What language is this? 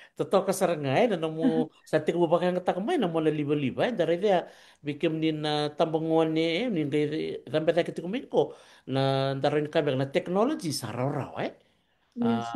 Fijian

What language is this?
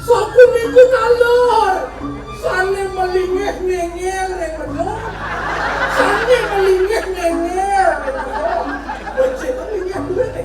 Balinese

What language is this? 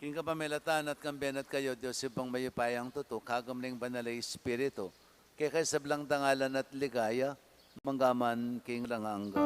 Pampanga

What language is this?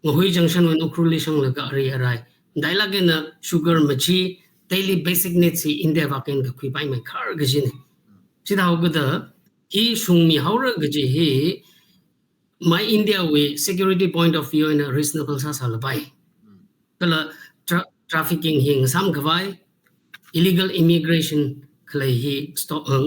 Tangkhul Naga (India)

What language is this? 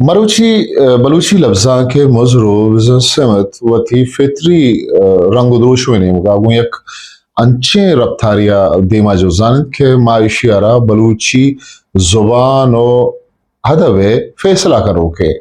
Eastern Balochi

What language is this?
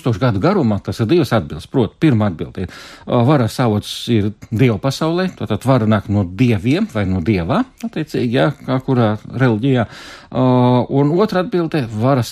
Latvian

